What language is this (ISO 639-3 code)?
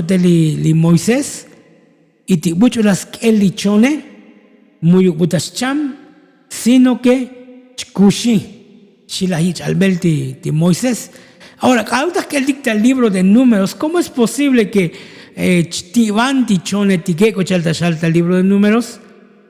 tzo